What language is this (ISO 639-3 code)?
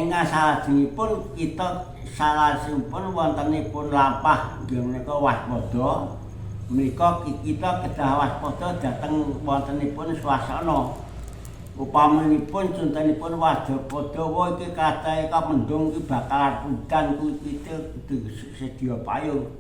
jav